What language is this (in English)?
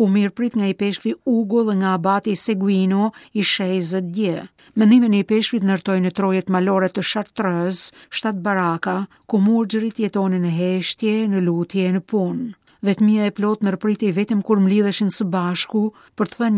Albanian